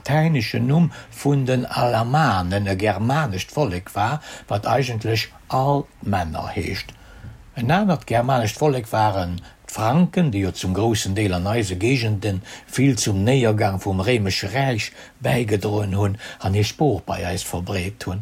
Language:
Luxembourgish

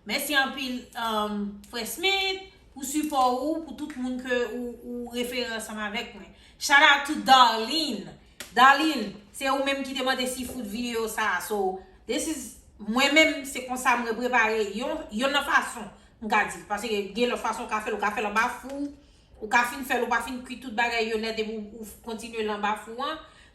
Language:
Haitian Creole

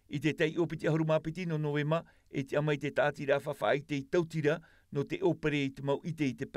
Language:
Tahitian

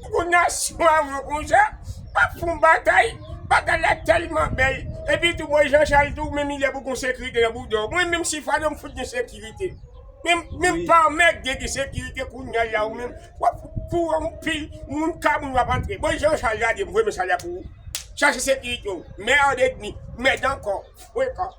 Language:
Haitian Creole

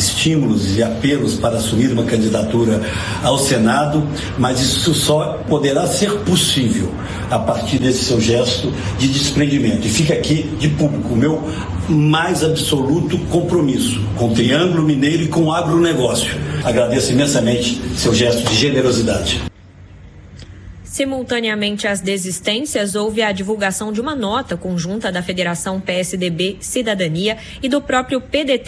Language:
Portuguese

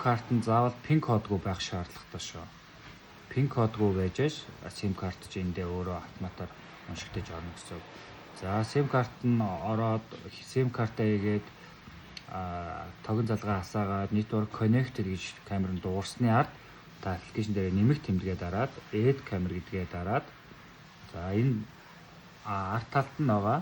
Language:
Mongolian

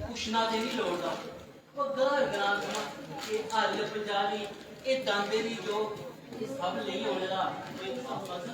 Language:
Dogri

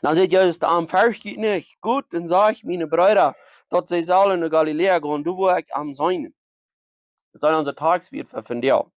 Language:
Plautdietsch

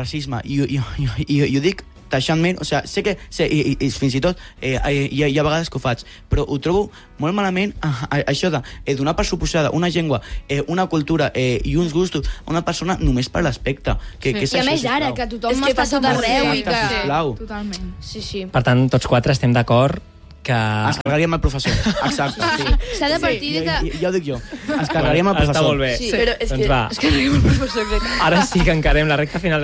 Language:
Catalan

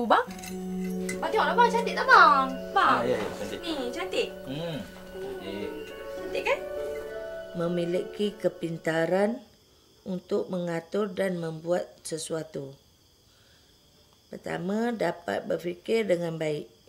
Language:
Malay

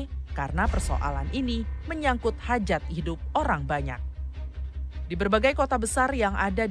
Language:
Indonesian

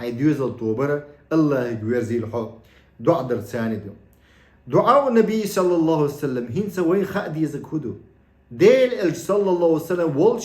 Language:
Chechen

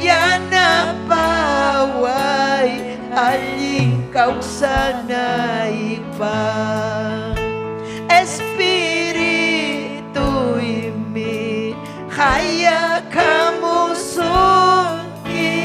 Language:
Ayacucho Quechua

